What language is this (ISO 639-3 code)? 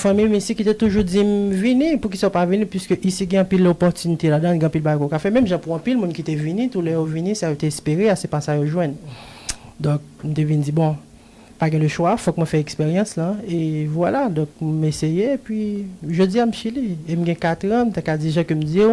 hat